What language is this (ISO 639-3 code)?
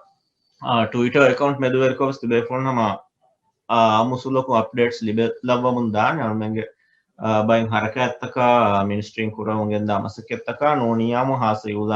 div